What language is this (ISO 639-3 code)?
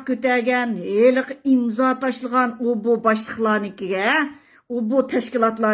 uig